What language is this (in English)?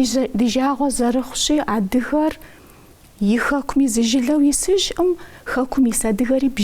Kabardian